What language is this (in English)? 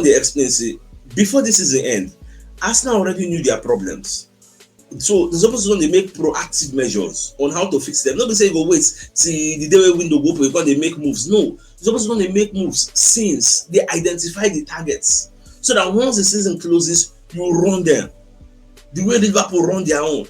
Nigerian Pidgin